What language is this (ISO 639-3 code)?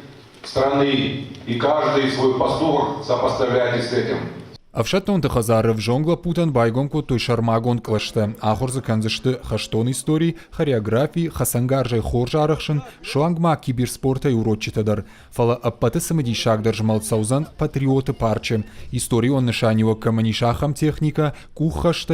oss